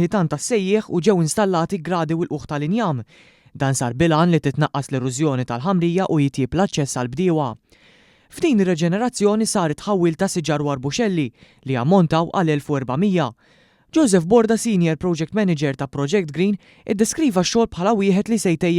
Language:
Maltese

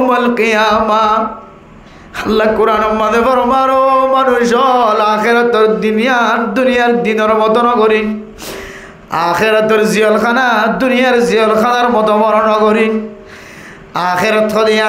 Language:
Rohingya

